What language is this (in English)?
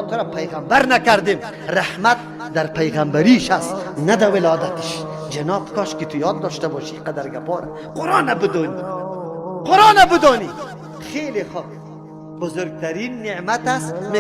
Persian